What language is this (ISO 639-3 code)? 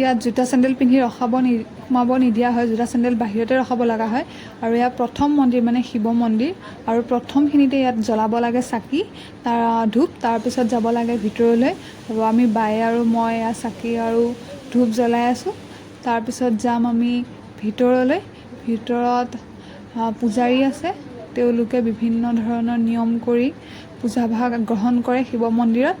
asm